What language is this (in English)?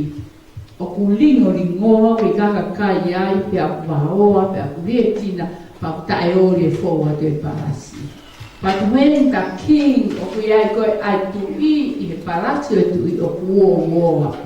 Tongan